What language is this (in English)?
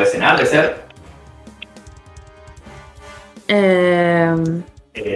Spanish